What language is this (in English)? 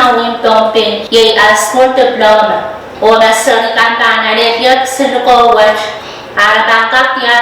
Pohnpeian